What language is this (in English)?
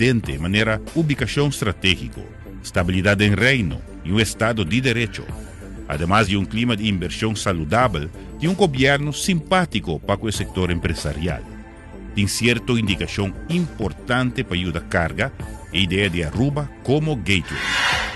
Papiamento